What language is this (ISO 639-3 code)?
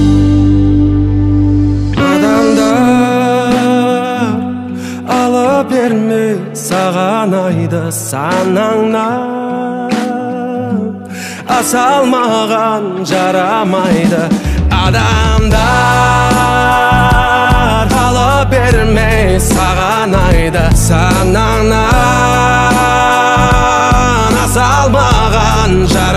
kaz